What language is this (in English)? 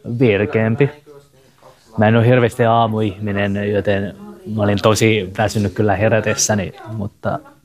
Finnish